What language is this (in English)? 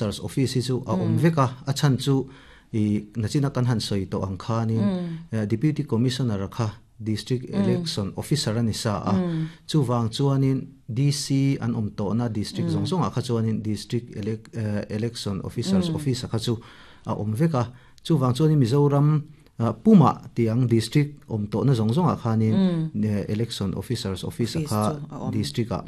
Mizo